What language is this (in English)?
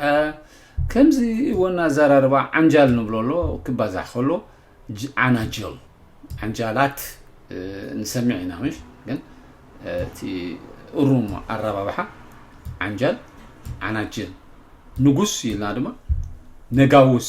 Tigrinya